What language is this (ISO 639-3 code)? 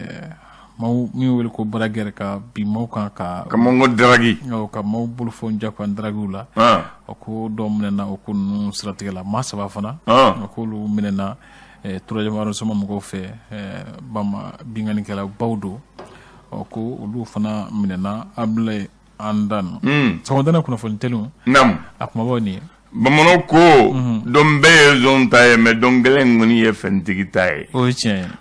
bam